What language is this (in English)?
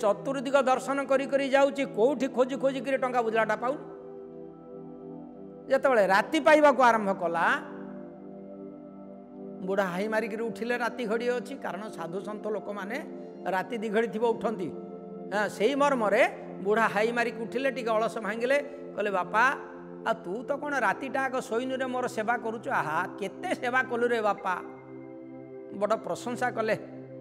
Odia